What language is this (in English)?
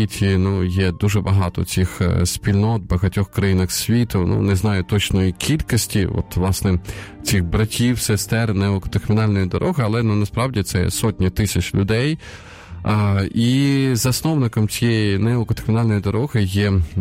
Ukrainian